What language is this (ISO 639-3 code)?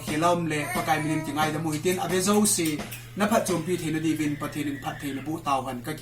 tcz